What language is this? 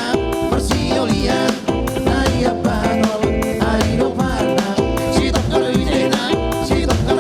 Batak Toba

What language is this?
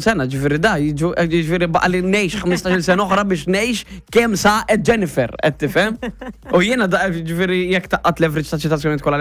Maltese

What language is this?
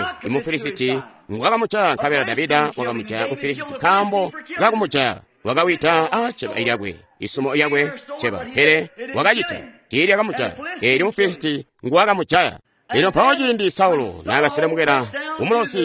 Tonga (Zambia)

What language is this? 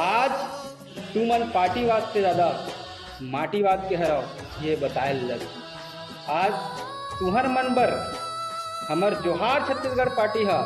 Chhattisgarhi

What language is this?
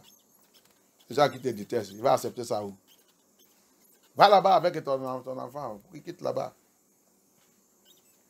French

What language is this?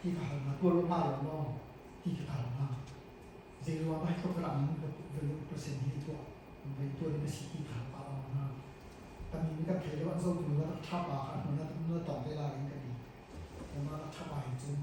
Hakha Chin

